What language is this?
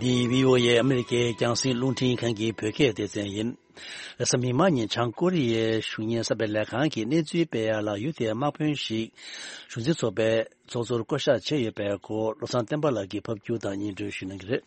Tibetan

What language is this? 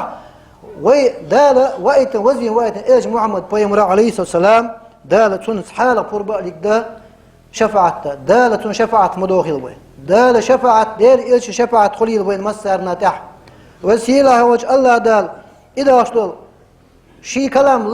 Chechen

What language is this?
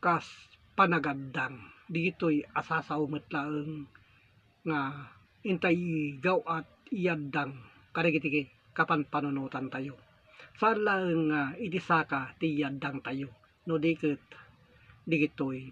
Iloko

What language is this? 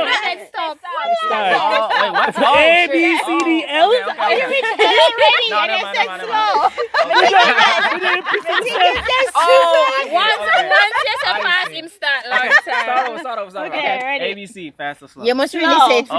Jamaican Creole English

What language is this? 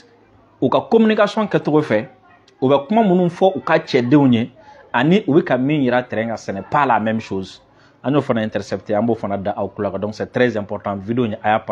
Bambara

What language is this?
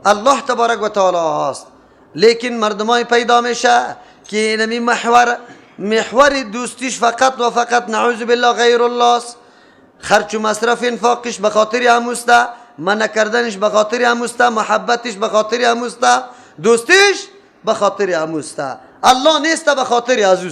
Persian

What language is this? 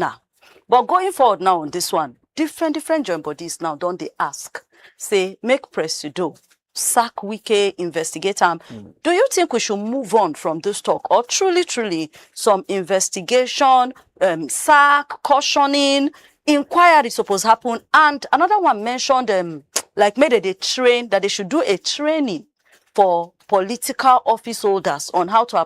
Nigerian Pidgin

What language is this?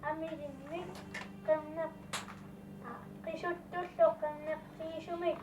Kalaallisut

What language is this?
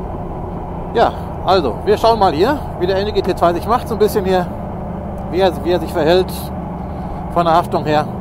German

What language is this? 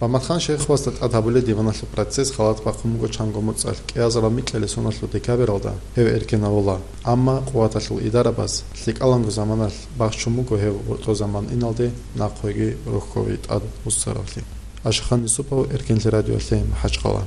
Avaric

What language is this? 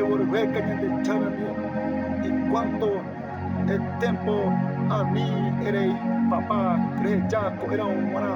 Guarani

